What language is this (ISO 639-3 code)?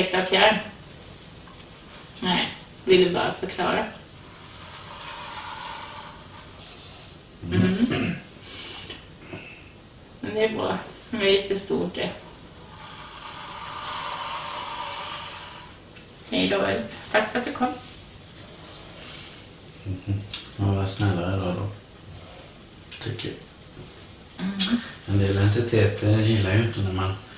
swe